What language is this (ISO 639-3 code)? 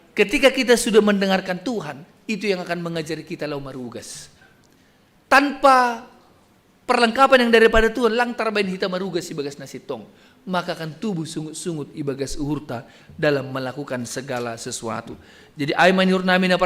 bts